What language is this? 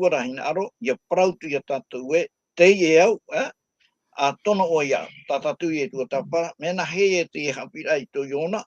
Tahitian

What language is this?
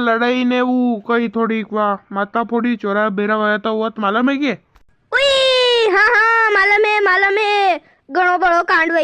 Rajasthani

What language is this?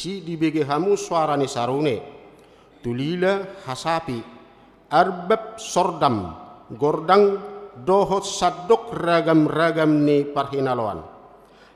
Batak Toba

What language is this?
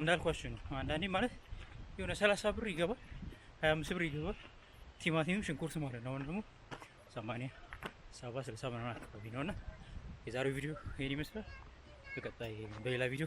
Amharic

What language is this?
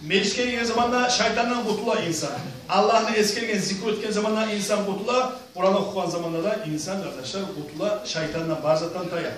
Kumyk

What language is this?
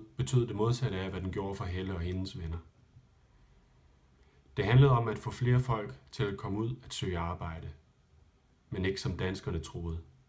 Danish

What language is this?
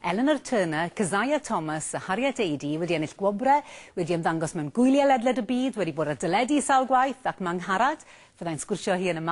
Welsh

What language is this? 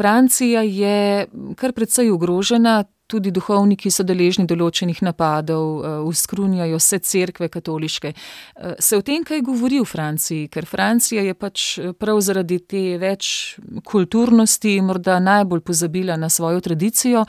Slovenian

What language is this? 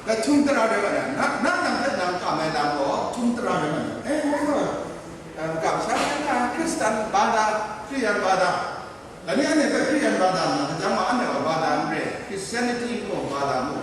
Kachin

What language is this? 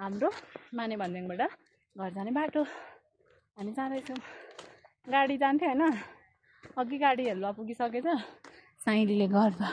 Nepali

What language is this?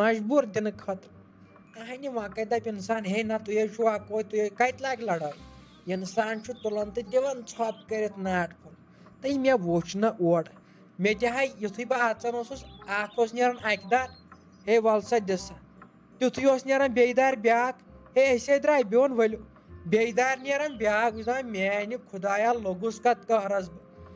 Kashmiri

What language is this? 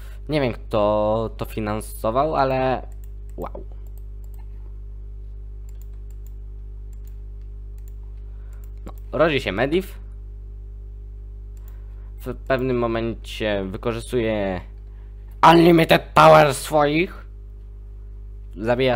Polish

